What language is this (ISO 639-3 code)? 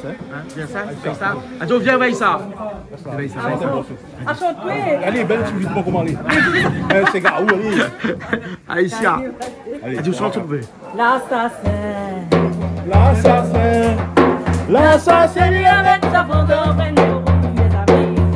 rcf